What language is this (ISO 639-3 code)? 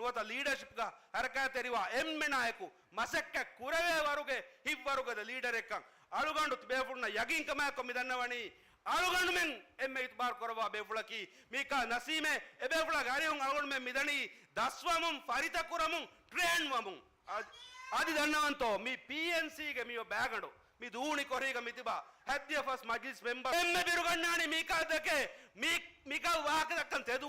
div